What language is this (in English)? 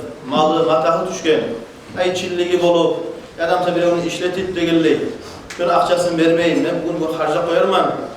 Kumyk